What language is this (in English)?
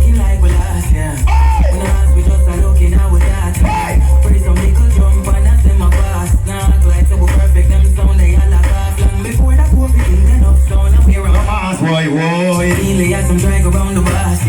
Jamaican Creole English